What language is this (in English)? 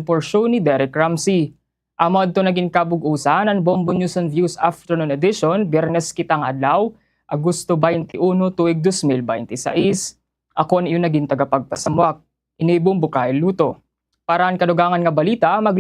Waray